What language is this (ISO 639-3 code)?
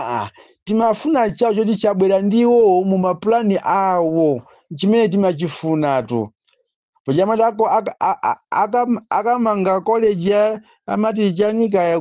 nya